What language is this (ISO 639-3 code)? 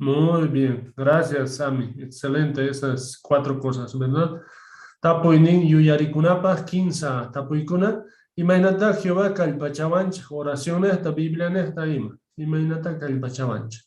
que